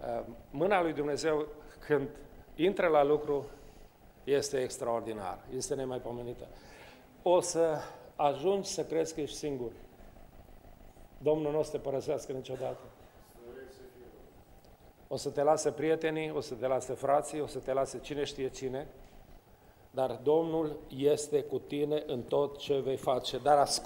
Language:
Romanian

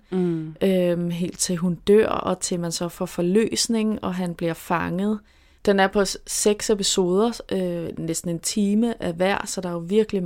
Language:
Danish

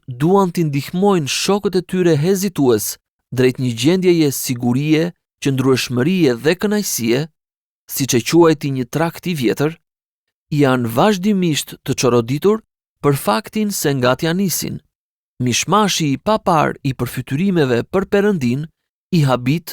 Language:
Albanian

